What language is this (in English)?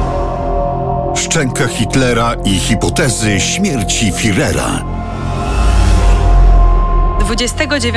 Polish